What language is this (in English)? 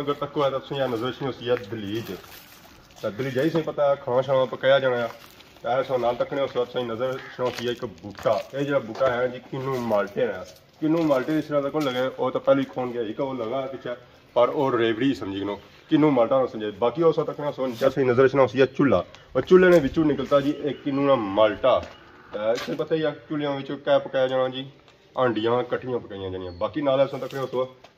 Pahari-Potwari